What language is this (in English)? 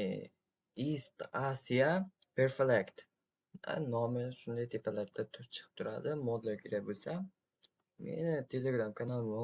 Uzbek